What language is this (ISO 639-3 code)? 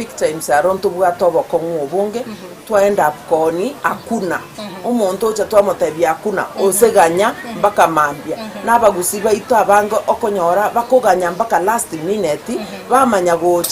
guz